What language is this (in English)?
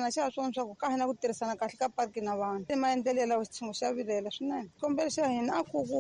Tsonga